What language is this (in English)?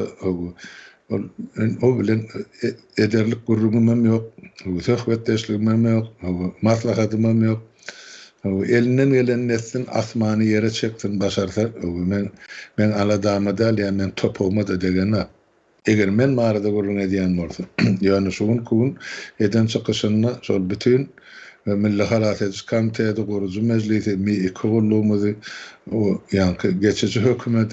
Turkmen